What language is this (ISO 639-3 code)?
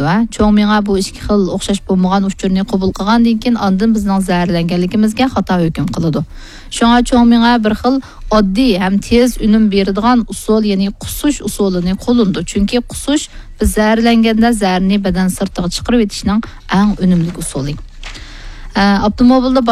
uig